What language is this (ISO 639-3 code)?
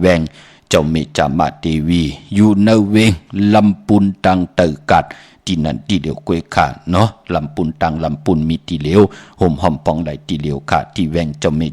shn